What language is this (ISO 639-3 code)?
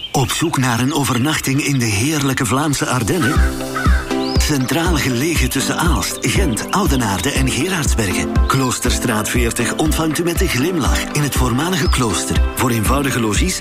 nld